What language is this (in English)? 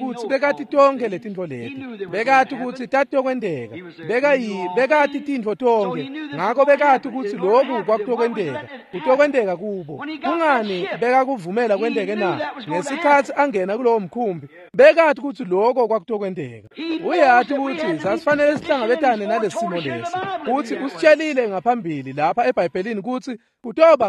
Swati